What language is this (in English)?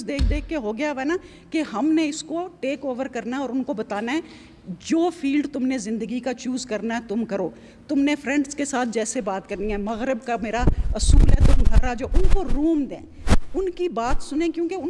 Urdu